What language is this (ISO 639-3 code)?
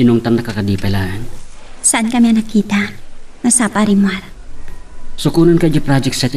ilo